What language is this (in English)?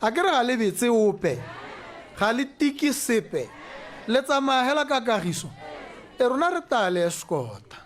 Tswana